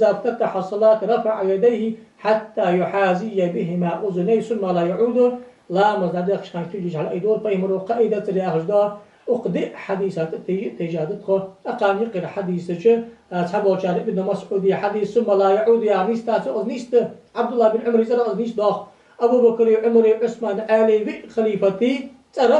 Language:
Ingush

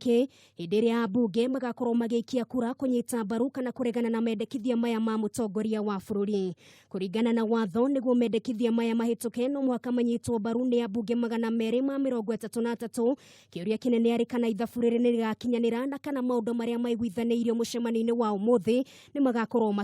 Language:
Kikuyu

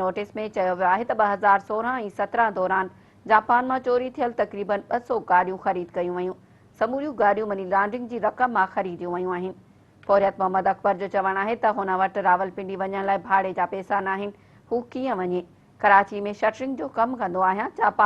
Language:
Sindhi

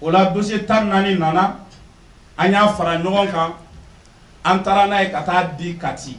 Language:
Bambara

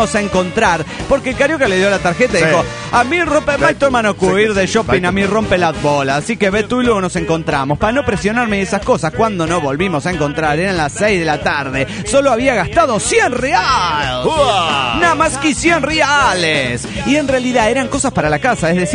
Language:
Spanish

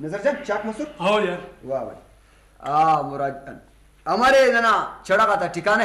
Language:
Brahui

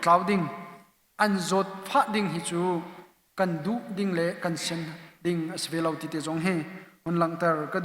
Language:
Hakha Chin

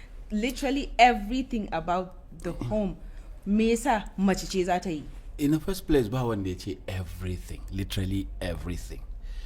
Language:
Hausa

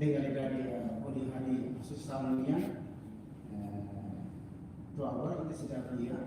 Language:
Tetum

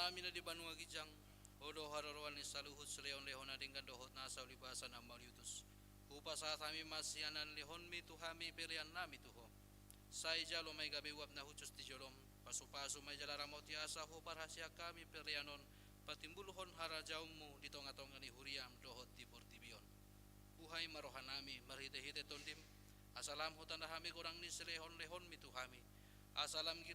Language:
Batak Toba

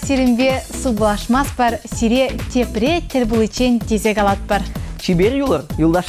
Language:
Chuvash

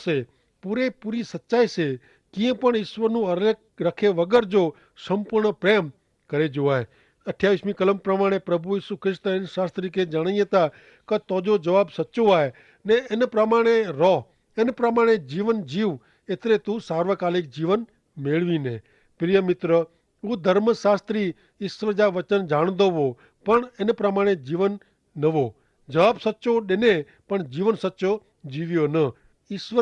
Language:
Kachhi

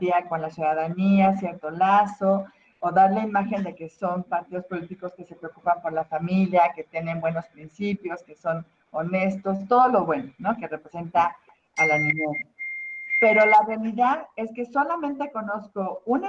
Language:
Spanish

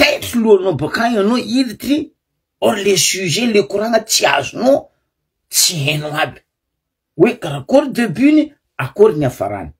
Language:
Malagasy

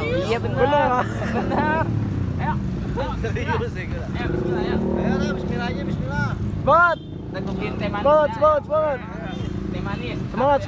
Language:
Betawi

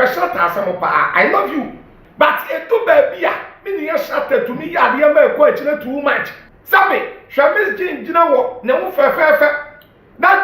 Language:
Akan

